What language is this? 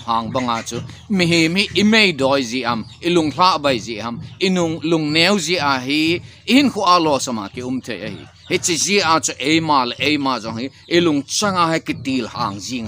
Thado Chin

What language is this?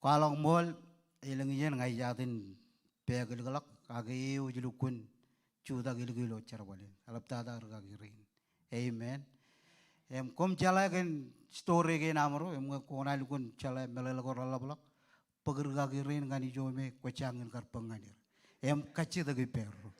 Marshallese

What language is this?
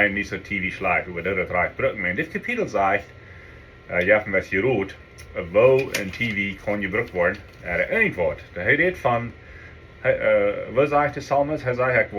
Plautdietsch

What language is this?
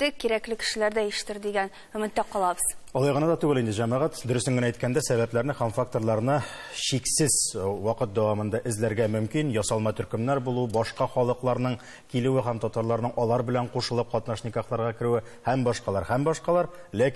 Tatar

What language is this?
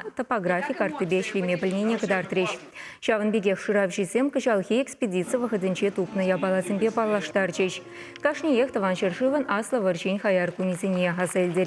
Chuvash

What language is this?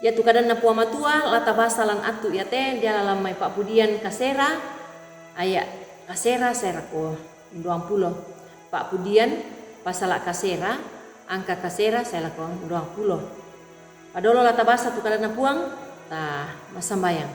Toraja-Sa'dan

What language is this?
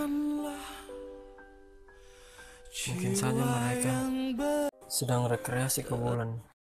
Indonesian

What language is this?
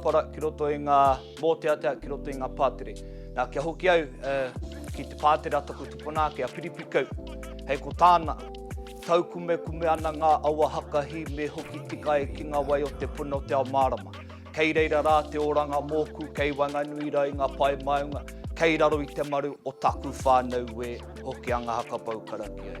Māori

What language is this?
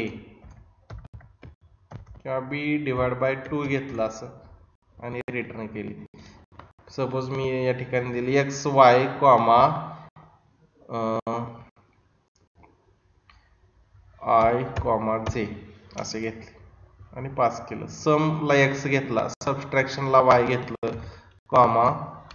Marathi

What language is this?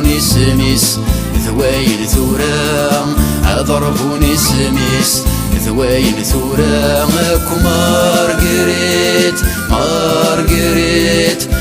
Kabyle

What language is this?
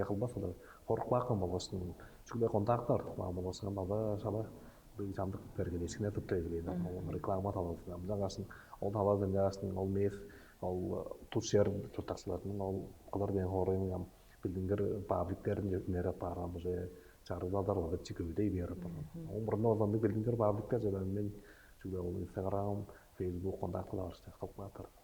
Tuvinian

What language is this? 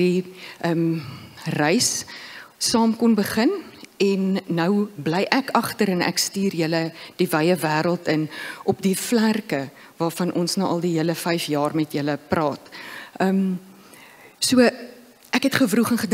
Afrikaans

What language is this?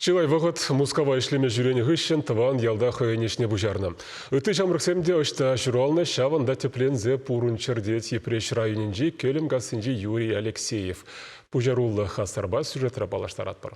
Chuvash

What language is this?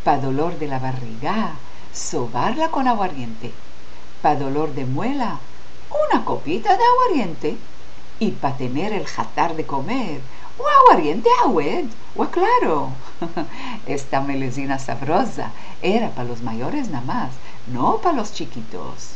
Ladino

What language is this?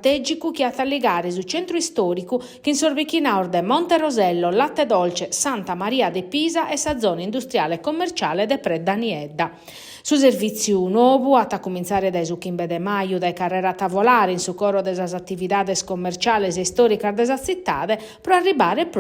Sardinian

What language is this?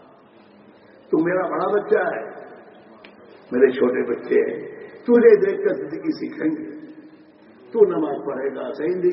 Urdu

